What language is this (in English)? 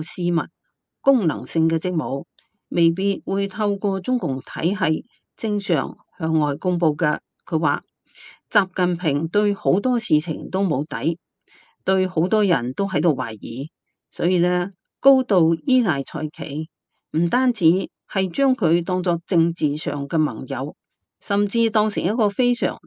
Cantonese